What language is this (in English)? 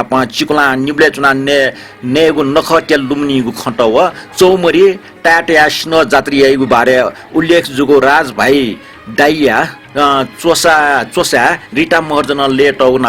Newari